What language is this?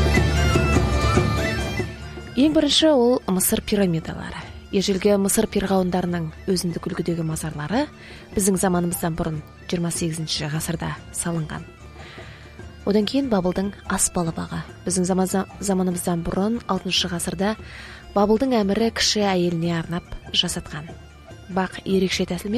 Kazakh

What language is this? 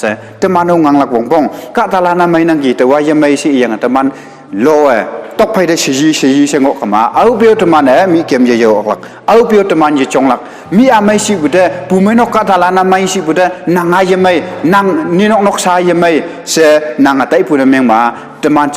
Konyak Naga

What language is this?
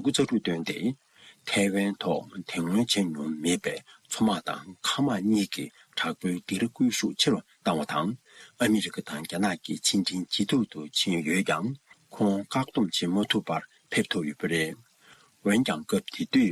Tibetan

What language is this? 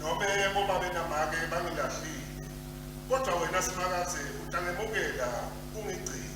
Swati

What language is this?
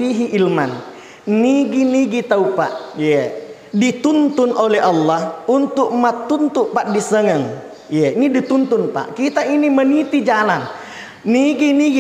Buginese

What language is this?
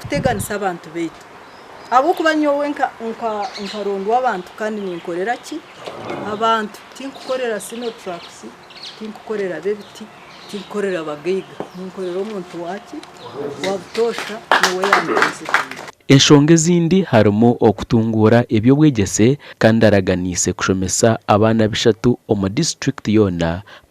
Nyankole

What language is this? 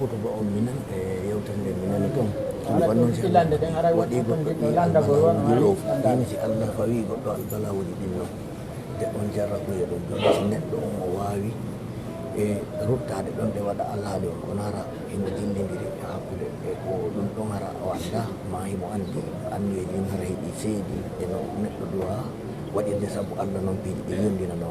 Pular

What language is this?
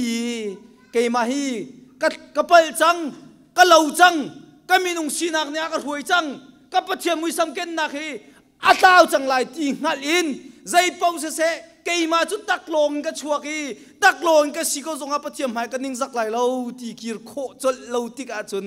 Hakha Chin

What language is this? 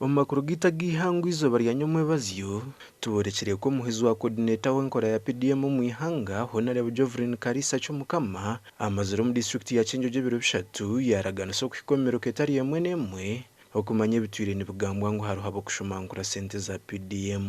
Nyankole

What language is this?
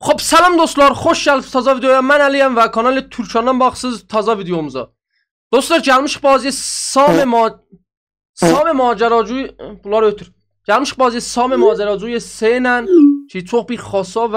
South Azerbaijani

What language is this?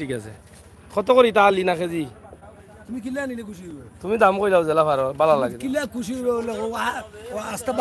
Sylheti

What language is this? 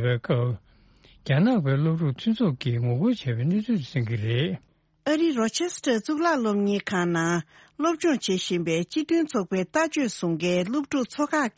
Tibetan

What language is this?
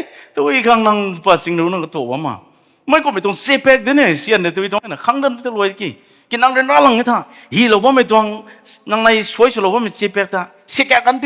Rongmei Naga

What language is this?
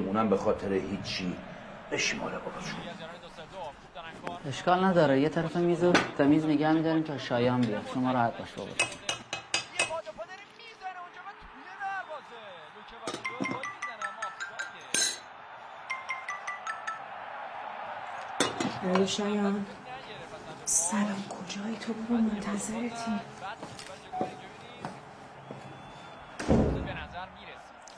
Persian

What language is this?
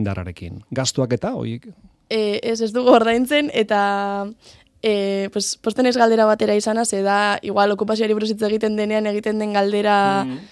Basque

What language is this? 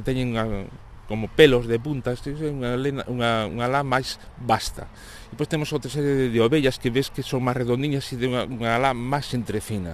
Galician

